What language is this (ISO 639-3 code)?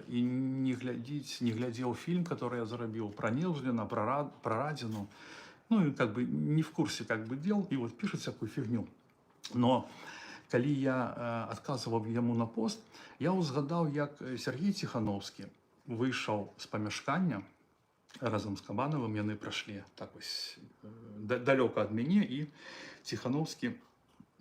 bel